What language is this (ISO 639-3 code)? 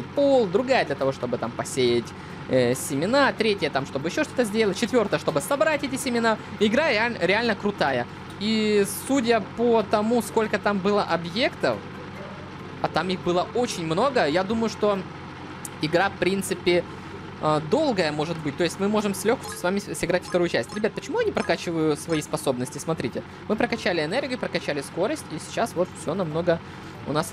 rus